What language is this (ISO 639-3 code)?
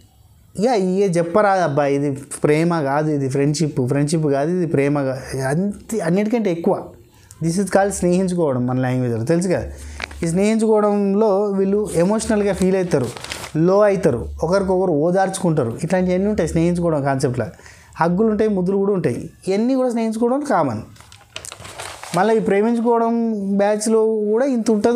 tel